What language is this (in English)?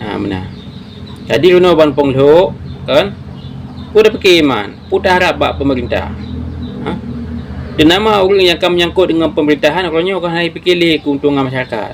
Achinese